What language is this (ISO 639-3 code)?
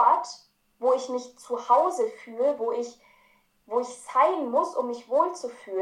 deu